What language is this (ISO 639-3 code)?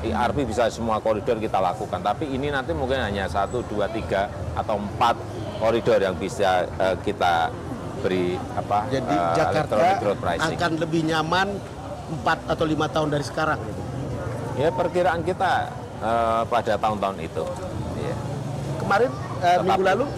ind